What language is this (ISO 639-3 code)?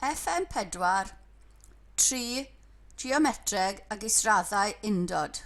cym